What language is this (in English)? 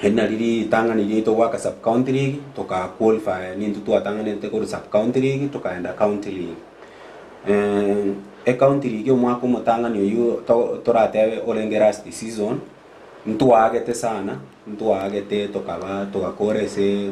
Gusii